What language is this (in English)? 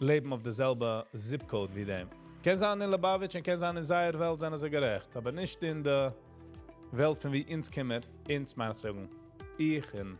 Yiddish